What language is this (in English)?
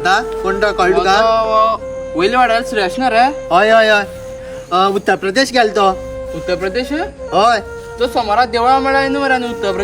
Konkani